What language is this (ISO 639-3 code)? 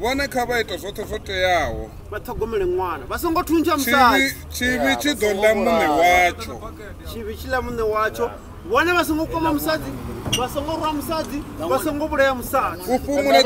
ven